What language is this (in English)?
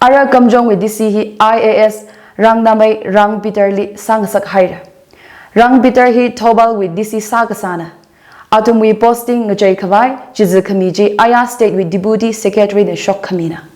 Tangkhul Naga (India)